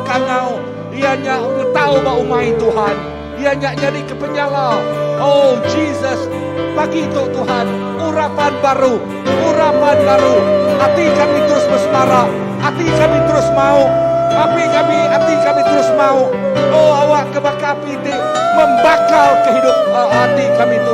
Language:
Iban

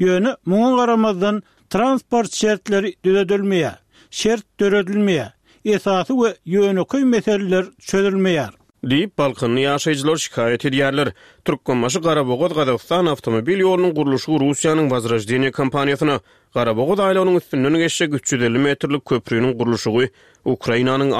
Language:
Turkmen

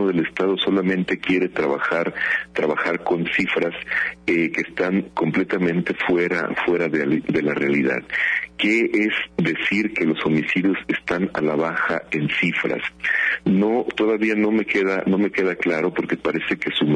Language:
Spanish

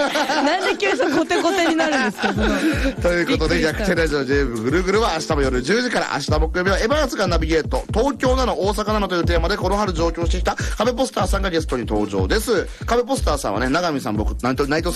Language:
Japanese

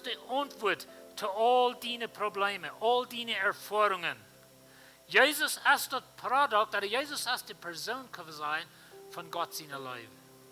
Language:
Plautdietsch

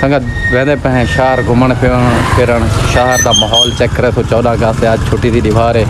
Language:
Saraiki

